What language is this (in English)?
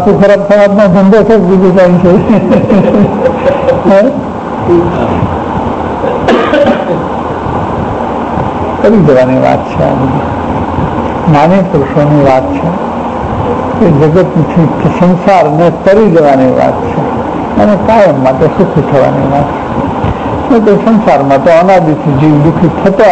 Gujarati